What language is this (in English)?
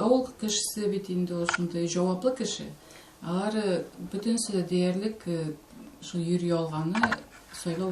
Tatar